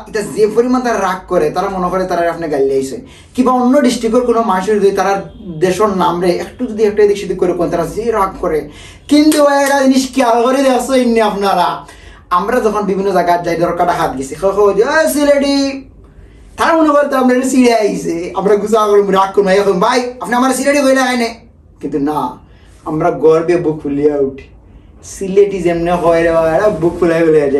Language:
Sylheti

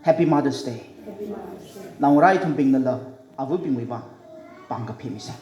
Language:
Tangkhul Naga (India)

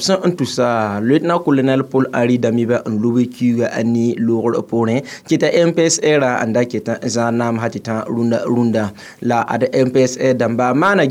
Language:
Mossi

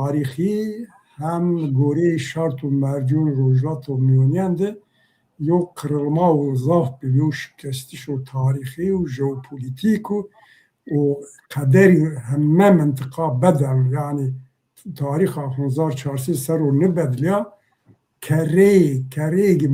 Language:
Zaza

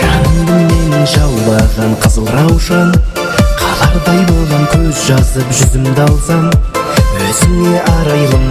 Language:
Kara-Kalpak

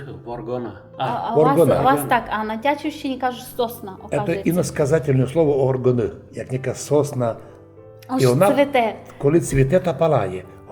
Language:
Rusyn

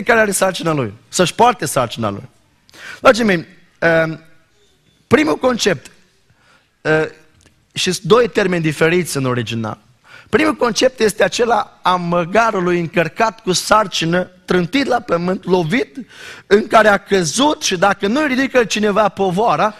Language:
Romanian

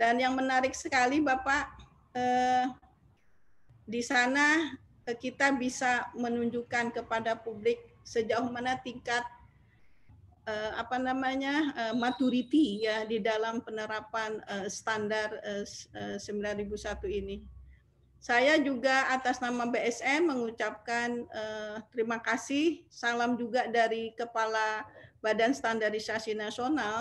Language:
Indonesian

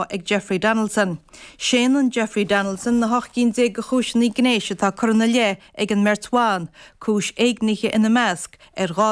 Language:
Irish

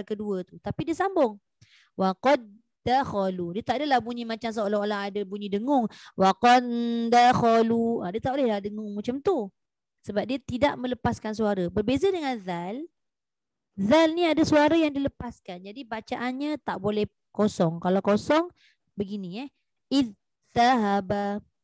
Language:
Malay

